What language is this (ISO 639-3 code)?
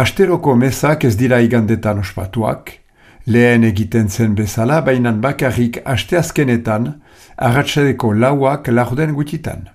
eus